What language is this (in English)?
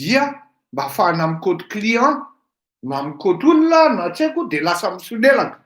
Malagasy